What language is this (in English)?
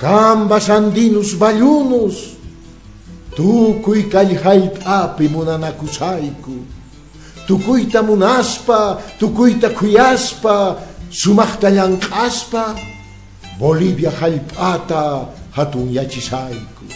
Quechua